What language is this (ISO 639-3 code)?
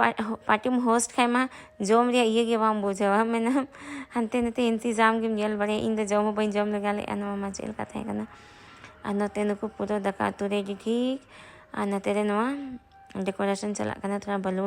sat